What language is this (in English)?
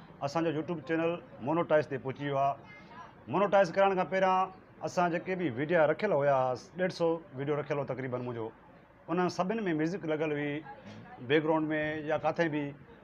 Sindhi